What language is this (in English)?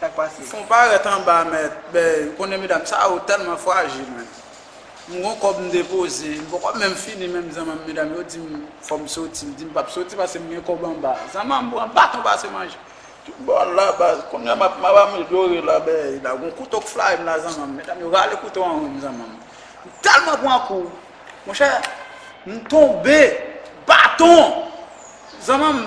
Haitian Creole